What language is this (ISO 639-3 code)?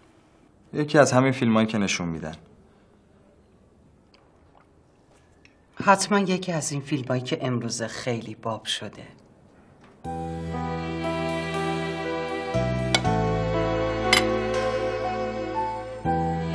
fas